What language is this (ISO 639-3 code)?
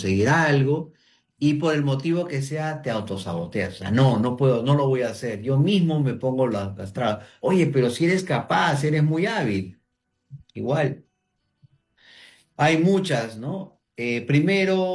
spa